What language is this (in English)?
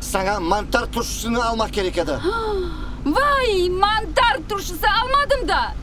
Crimean Tatar